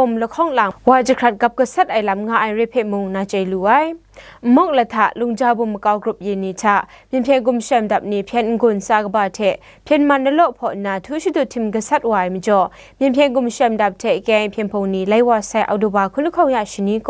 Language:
Kachin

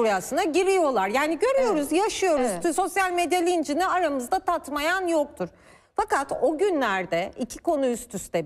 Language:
Turkish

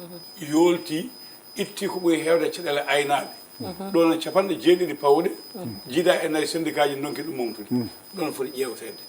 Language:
Fula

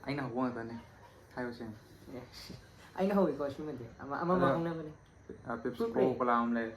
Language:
Manipuri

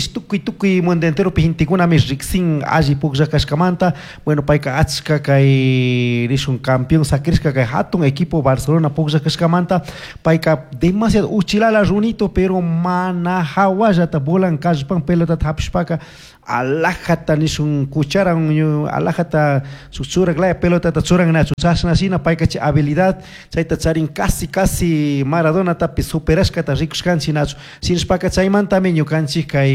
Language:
Chimborazo Highland Quichua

